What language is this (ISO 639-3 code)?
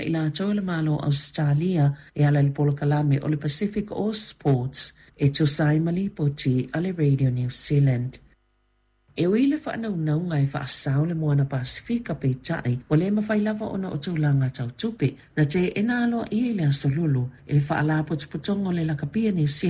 smo